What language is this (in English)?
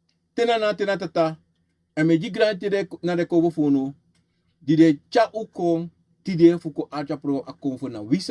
Sranan Tongo